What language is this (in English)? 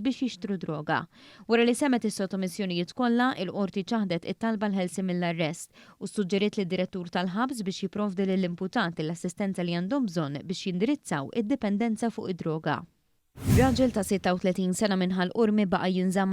Maltese